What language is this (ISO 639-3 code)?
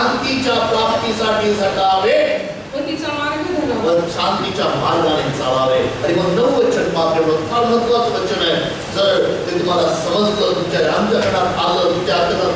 mar